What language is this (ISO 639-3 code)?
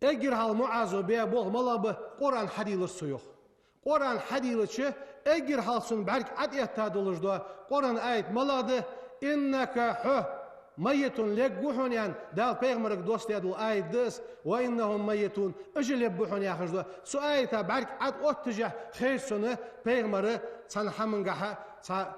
inh